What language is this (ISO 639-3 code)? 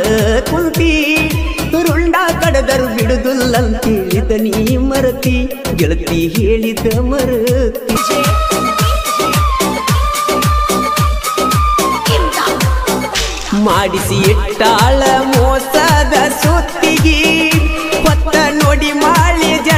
kan